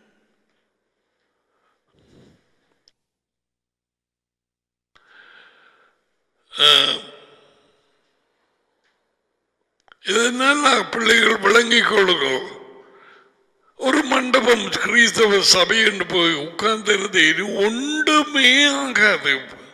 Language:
Tamil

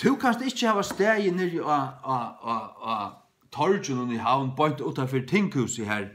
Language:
Faroese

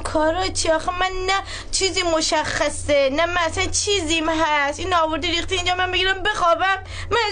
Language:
Persian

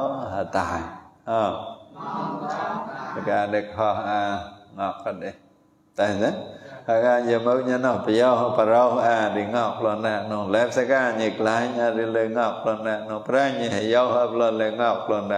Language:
Vietnamese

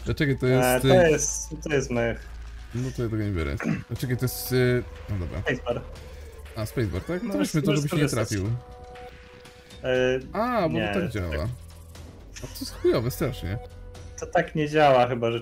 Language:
Polish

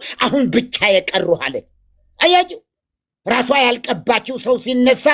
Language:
Amharic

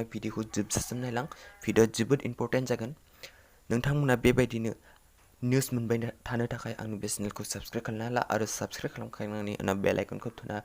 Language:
Bodo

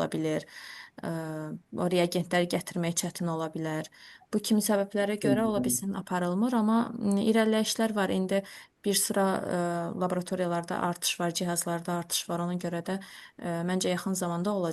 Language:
Azerbaijani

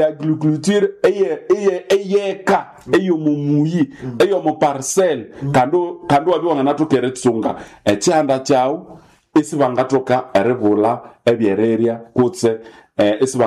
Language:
Nande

